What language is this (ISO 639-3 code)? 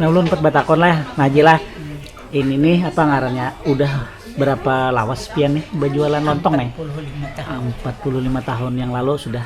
bjn